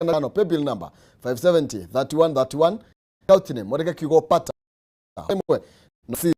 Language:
Kikuyu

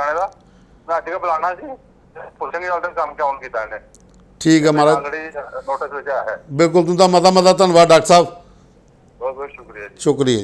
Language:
Dogri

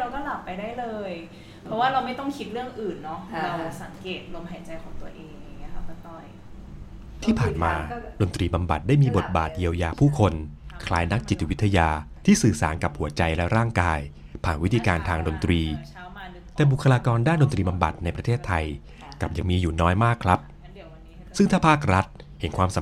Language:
Thai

